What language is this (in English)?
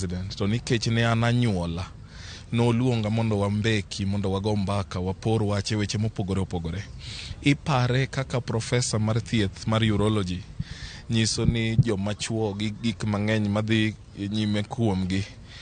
Luo (Kenya and Tanzania)